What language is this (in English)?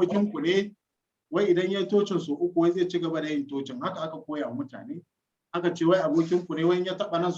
Hausa